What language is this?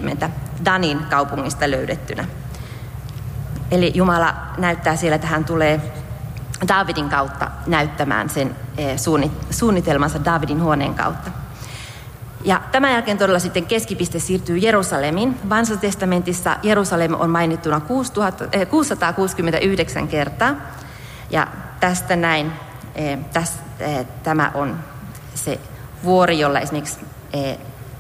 Finnish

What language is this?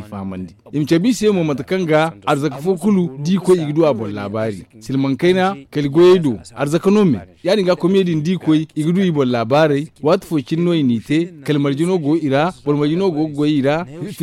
Zarma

